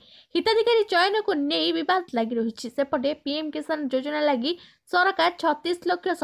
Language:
Odia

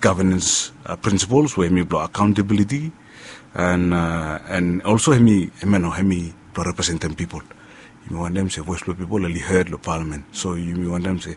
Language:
Bislama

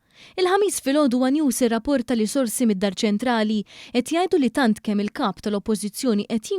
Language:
Maltese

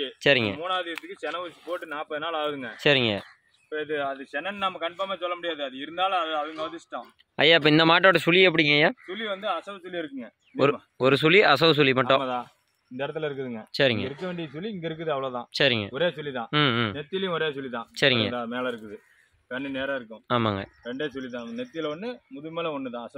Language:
Tamil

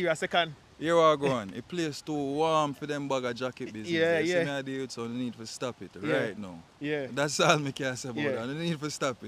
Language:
Jamaican Creole English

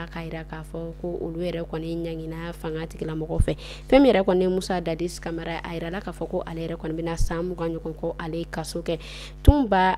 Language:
Bambara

